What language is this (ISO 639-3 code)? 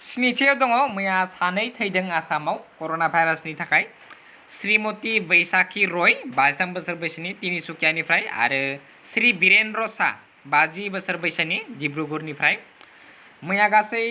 brx